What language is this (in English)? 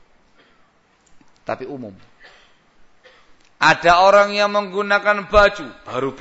Indonesian